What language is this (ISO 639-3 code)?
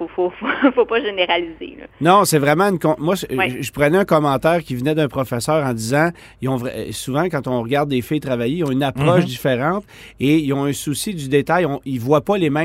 fra